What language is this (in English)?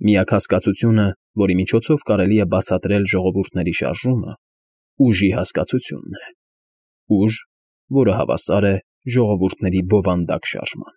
Armenian